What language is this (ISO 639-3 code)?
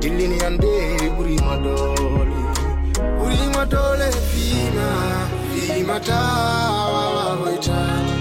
ful